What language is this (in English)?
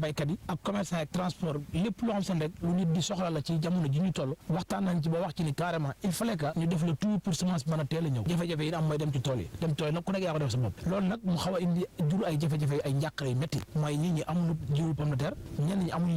Wolof